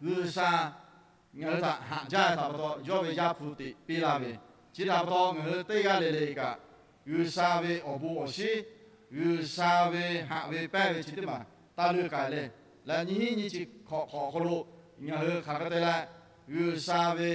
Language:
Lahu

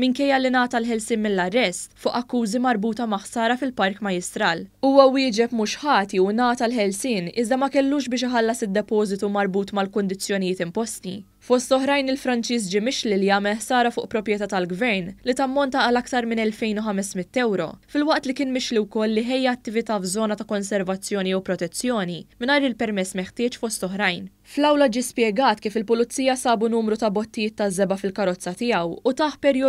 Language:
Maltese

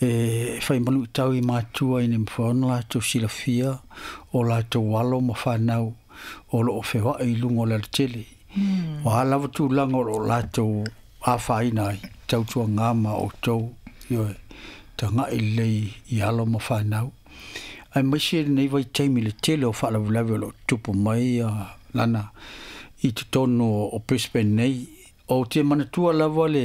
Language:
Samoan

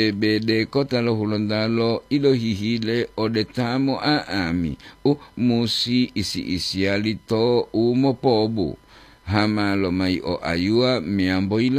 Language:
Gorontalo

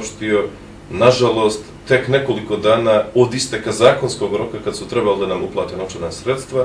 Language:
Bosnian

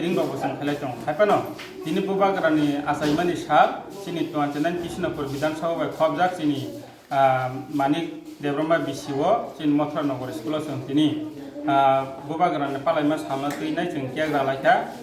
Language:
Kok Borok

